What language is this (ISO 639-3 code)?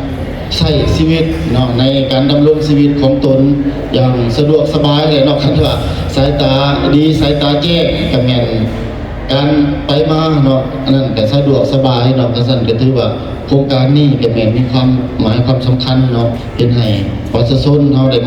lao